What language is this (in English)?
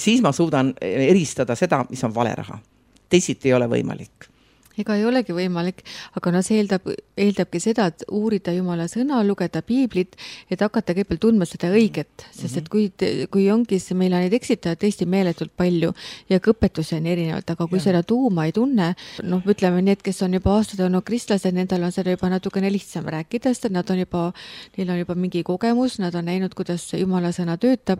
Estonian